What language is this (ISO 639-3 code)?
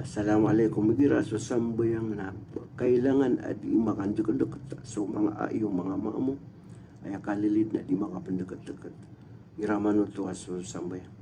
mrw